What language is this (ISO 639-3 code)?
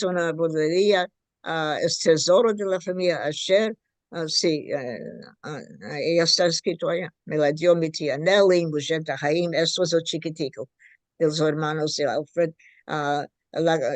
lad